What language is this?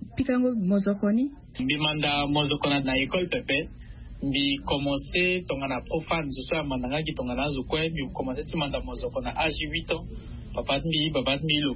Sango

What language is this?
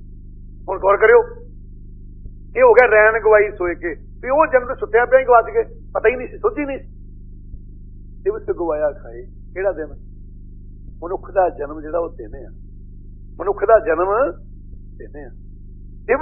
Punjabi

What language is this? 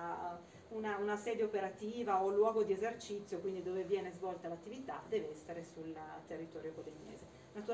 Italian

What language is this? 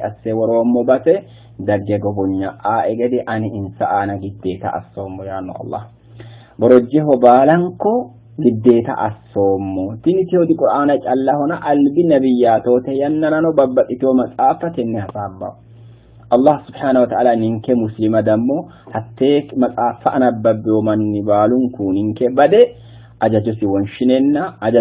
Sidamo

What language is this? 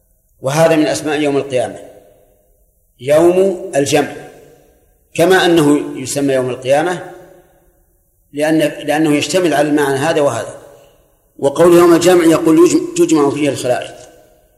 Arabic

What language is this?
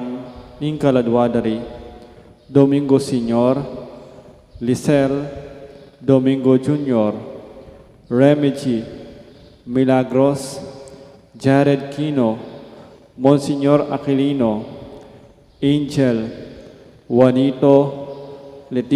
Pampanga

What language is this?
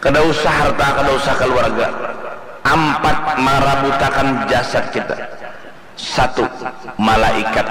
Banjar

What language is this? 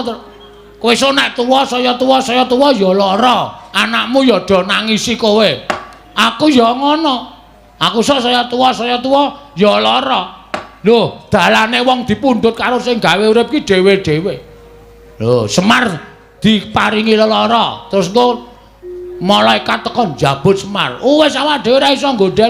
Javanese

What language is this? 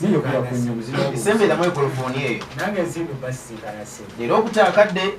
Ganda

